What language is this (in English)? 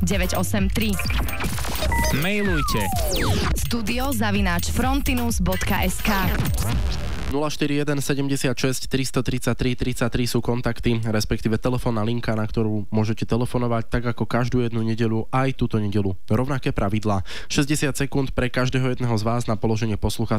Slovak